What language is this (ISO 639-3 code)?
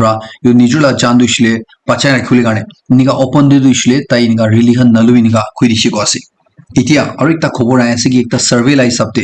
nag